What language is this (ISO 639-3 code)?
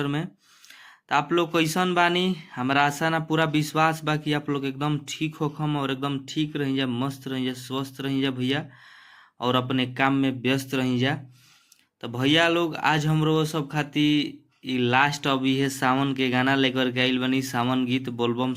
bho